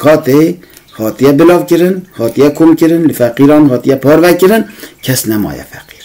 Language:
Kurdish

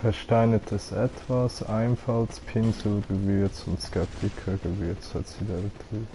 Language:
Swiss German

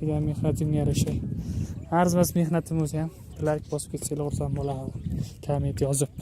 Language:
Uzbek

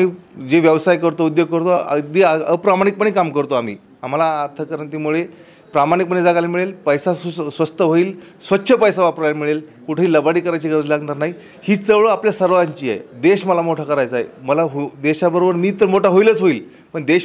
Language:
Marathi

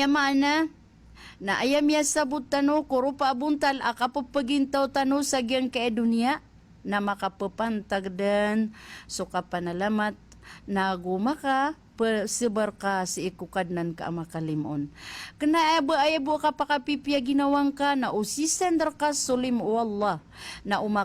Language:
Maranao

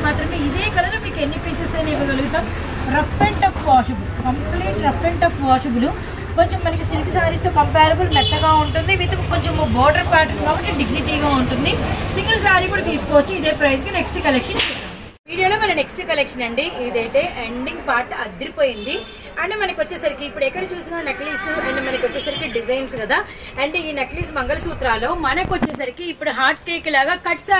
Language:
Telugu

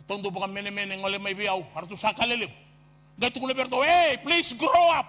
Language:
Fijian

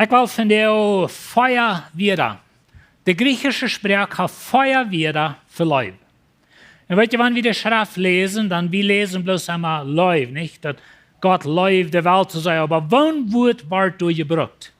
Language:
Plautdietsch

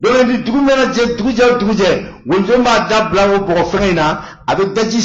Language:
Bambara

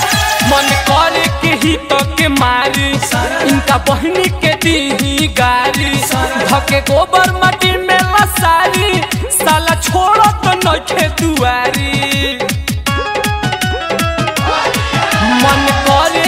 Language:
Bhojpuri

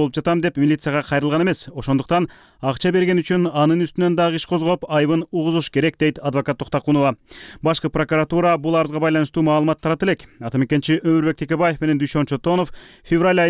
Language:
Kyrgyz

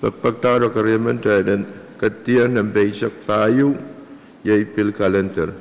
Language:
Pohnpeian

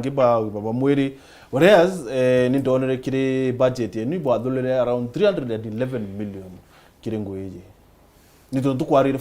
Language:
Meru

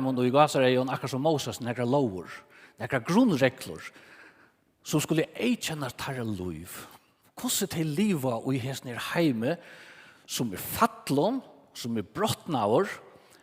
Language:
Faroese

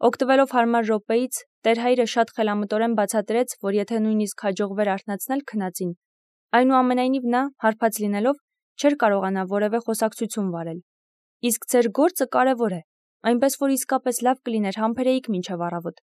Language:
Armenian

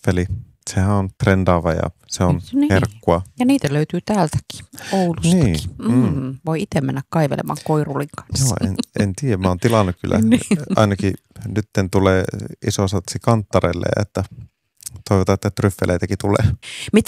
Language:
Finnish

